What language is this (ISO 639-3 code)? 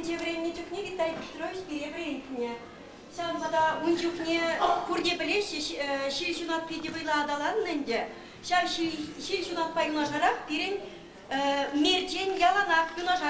chv